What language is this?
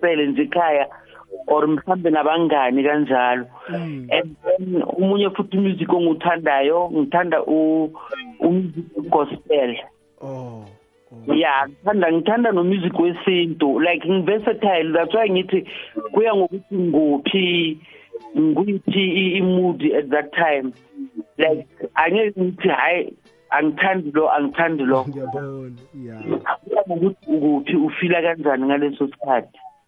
South Ndebele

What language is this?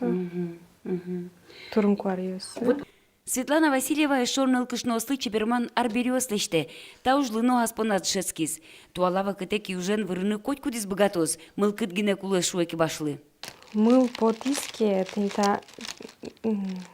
Udmurt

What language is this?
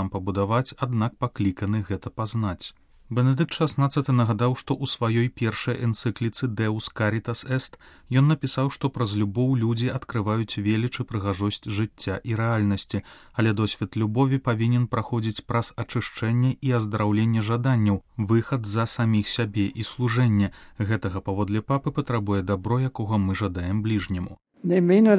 Belarusian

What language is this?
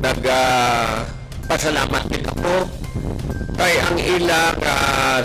Hiligaynon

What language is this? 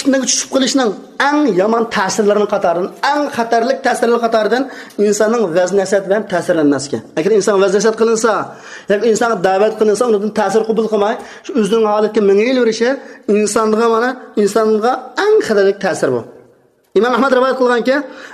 Uyghur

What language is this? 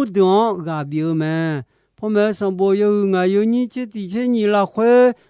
Akha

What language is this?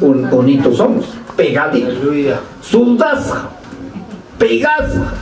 Ayacucho Quechua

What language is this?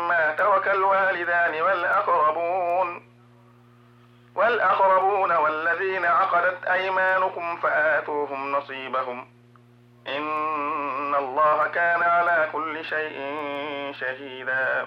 Arabic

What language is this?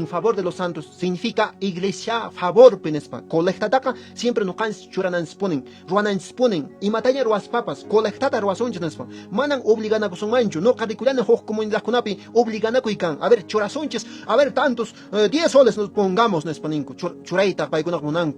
Quechua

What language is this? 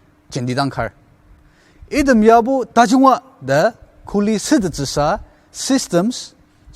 Ao Naga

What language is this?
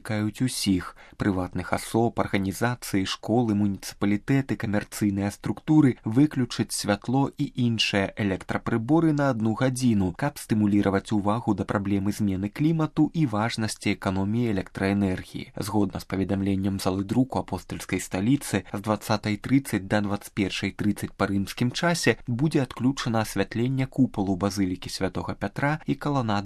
Belarusian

